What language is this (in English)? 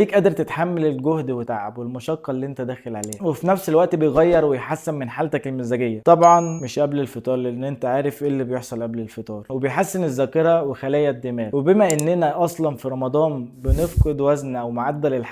Egyptian Arabic